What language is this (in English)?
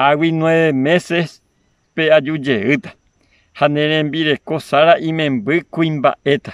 Guarani